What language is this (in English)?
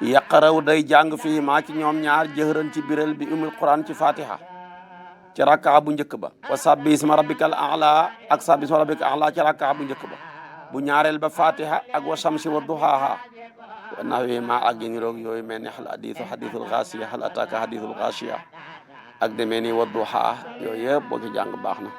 Wolof